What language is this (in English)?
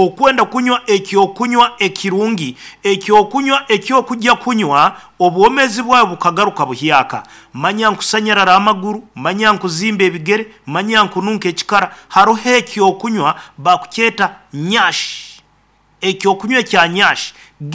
Nyankole